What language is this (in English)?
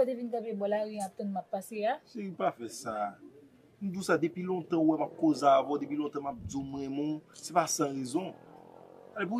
Haitian Creole